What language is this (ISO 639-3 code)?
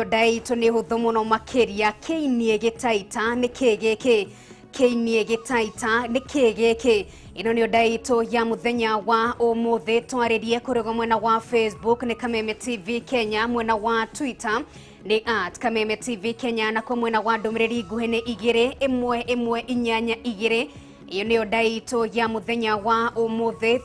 kik